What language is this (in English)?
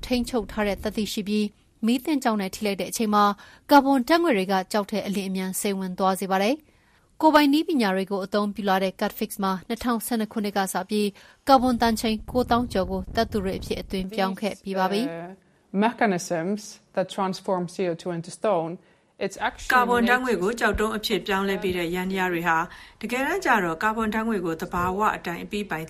Burmese